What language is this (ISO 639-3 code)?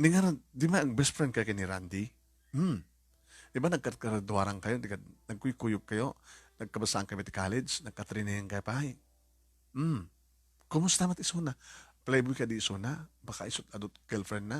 ilo